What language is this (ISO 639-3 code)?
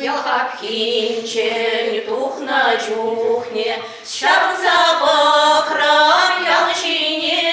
chv